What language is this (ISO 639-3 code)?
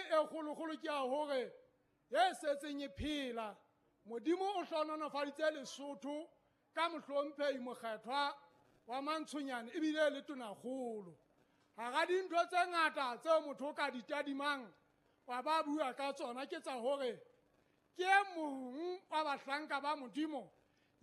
sot